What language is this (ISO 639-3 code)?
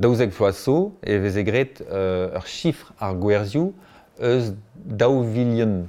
bre